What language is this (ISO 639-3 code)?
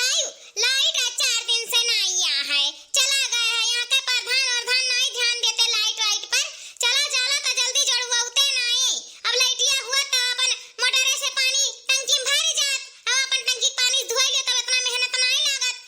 awa